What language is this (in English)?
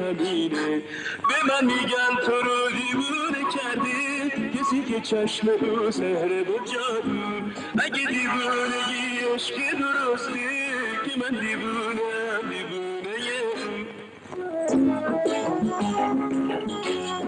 Persian